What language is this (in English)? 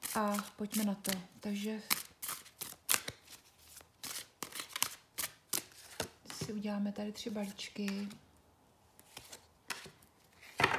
Czech